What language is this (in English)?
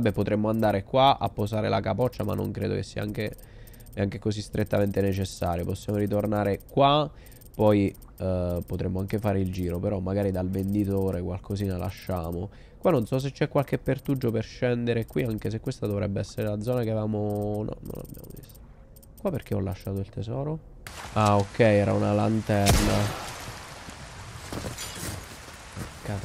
Italian